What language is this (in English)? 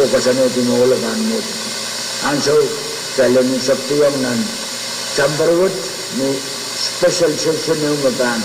Pohnpeian